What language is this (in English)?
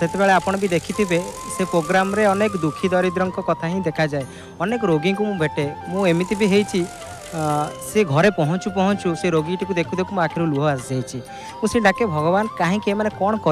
Odia